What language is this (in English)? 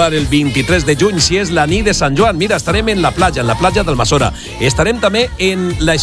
Catalan